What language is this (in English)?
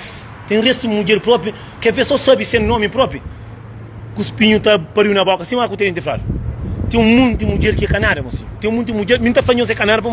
Kabuverdianu